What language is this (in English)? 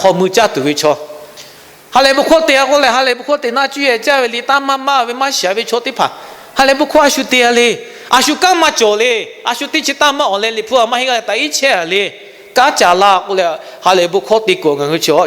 Lahu